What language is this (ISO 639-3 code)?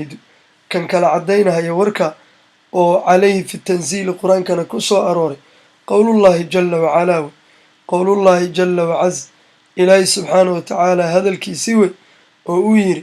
som